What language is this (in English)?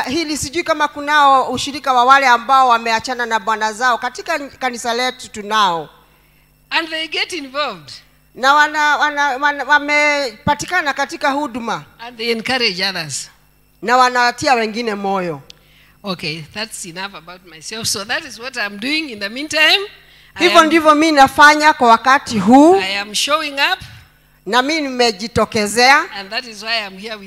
Swahili